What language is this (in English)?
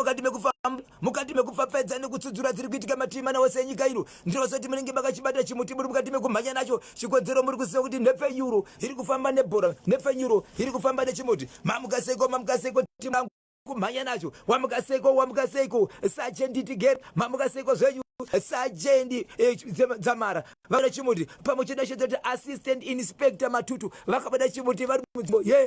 Shona